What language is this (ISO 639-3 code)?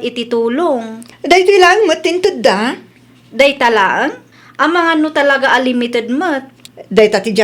ilo